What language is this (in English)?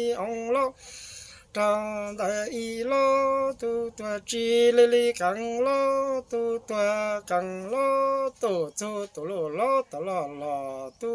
Hmong